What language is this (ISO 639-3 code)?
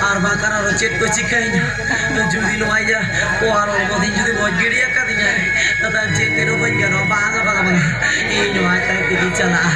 sat